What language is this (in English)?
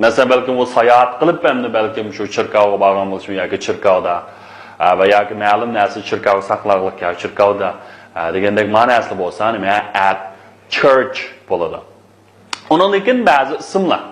Uyghur